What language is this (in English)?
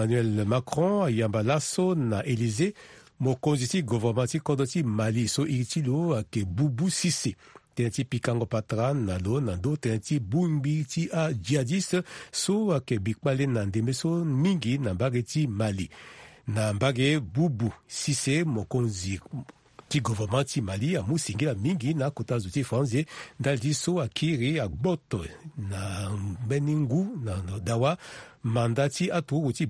Sango